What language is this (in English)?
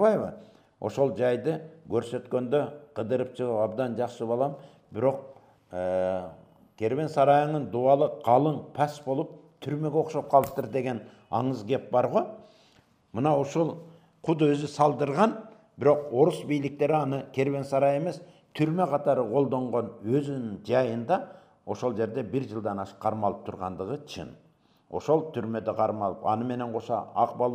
Kyrgyz